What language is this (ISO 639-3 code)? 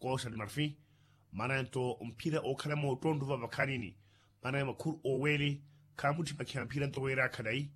vmw